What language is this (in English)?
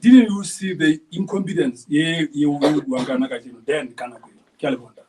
Southern Sotho